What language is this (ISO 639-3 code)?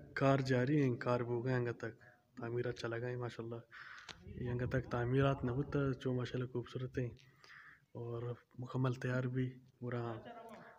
bgp